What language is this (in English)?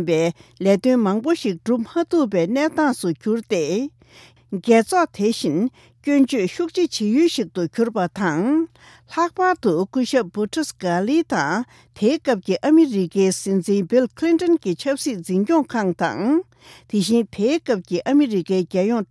Tibetan